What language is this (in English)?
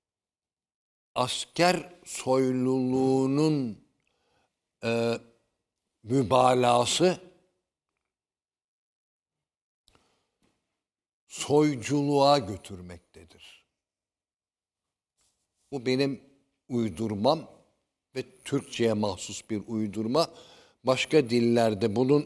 Turkish